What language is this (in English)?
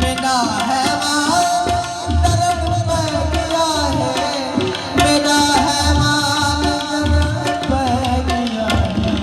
Saraiki